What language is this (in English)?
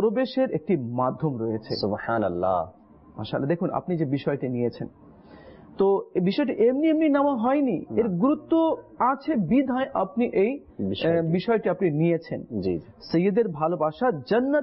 Bangla